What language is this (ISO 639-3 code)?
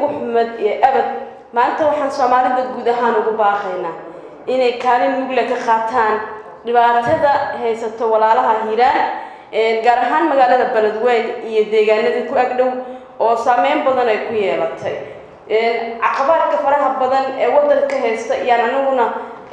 som